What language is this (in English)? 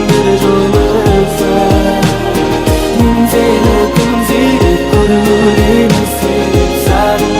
Kara-Kalpak